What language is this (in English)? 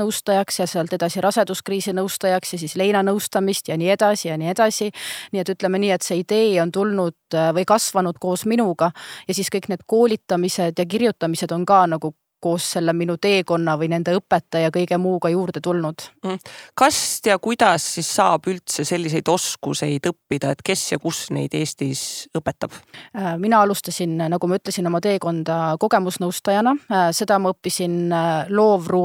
Estonian